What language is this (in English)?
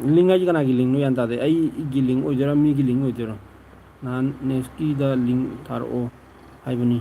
Manipuri